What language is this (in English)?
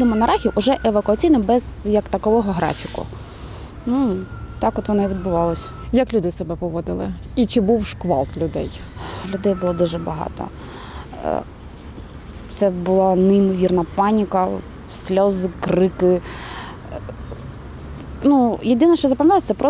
Ukrainian